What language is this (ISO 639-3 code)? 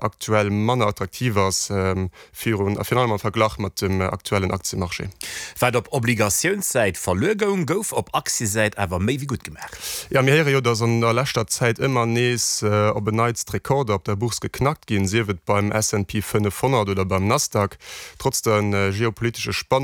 ltz